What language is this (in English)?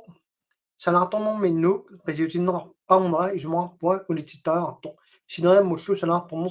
Kalaallisut